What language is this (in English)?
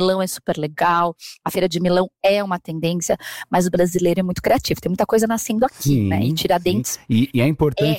Portuguese